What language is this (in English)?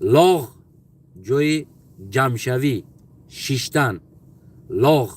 Tajik